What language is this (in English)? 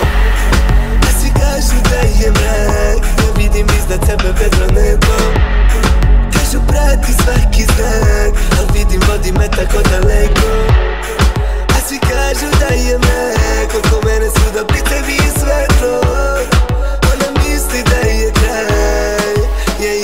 Serbian